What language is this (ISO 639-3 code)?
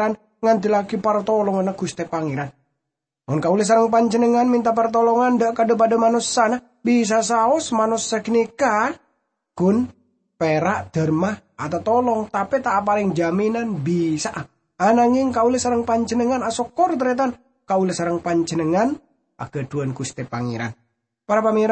mad